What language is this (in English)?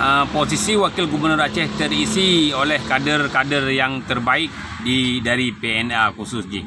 Achinese